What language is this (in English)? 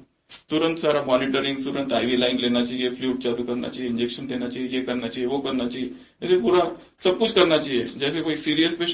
Hindi